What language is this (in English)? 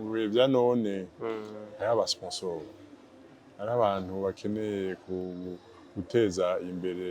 Rundi